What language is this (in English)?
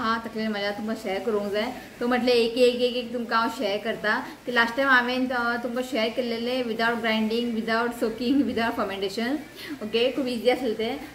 Konkani